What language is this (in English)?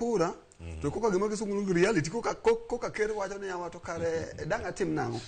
Luo (Kenya and Tanzania)